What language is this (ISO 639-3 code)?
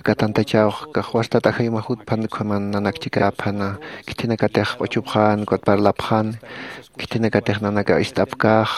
aym